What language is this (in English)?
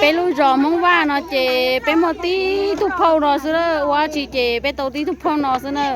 Hmong